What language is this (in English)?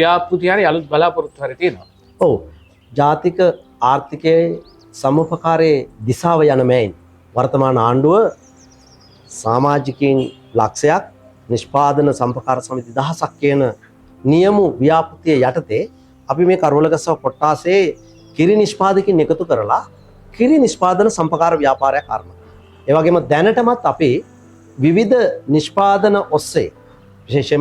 Sinhala